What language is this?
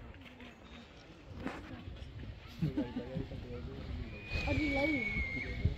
Hungarian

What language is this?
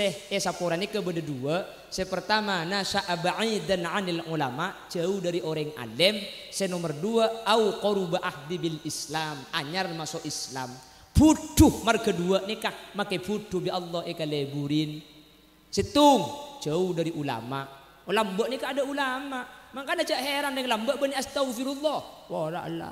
Madurese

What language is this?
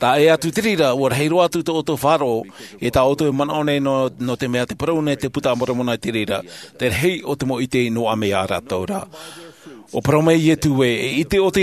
Tahitian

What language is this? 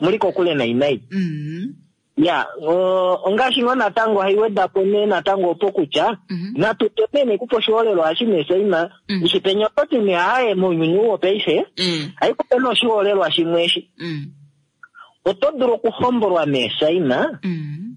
Kuanyama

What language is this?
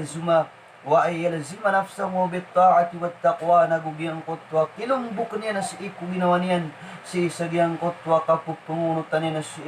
Maranao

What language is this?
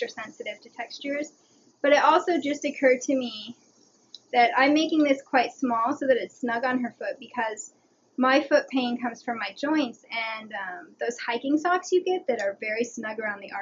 English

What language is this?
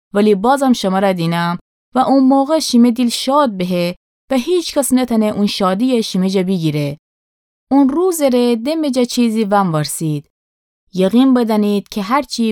Gilaki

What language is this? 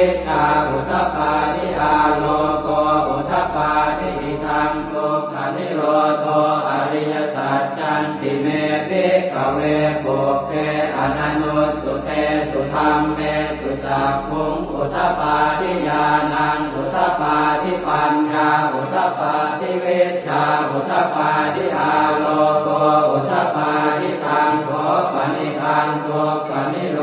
Pali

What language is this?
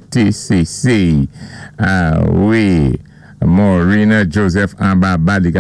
Saint Lucian Creole French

